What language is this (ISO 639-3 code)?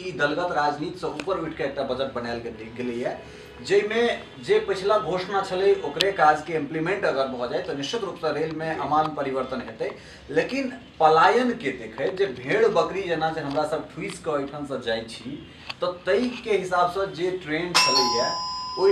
mai